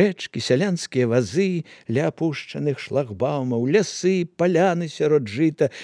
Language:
Belarusian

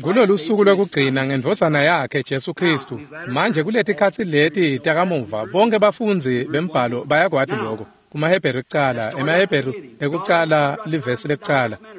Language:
Swati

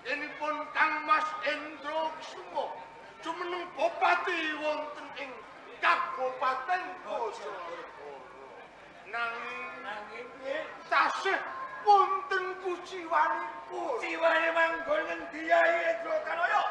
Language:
Javanese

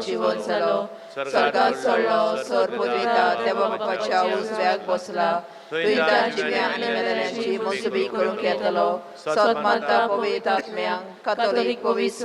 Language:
Konkani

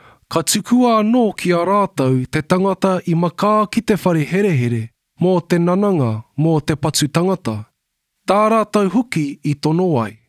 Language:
Māori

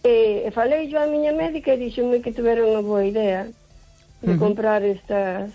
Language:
Galician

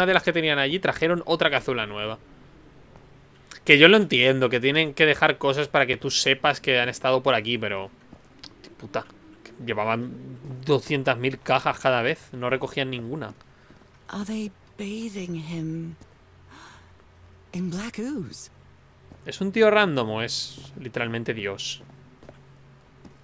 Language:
Spanish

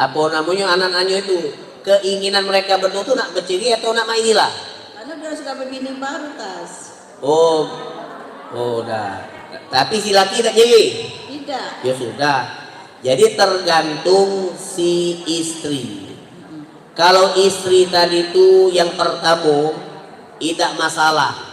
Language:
Musi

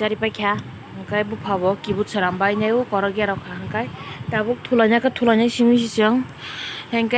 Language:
Kok Borok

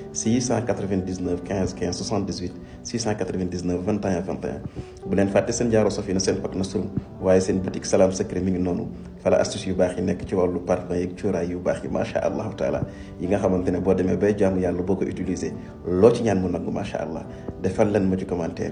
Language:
Wolof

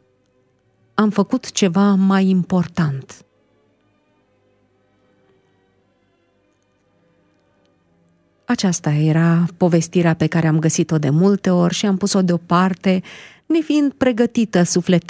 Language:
Romanian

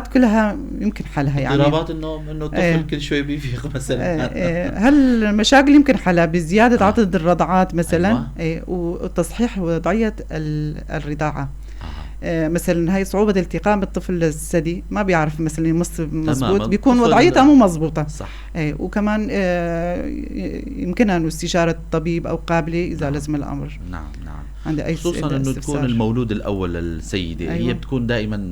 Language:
North Levantine Arabic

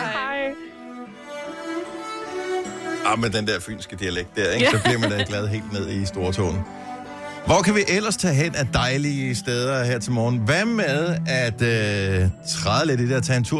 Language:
Danish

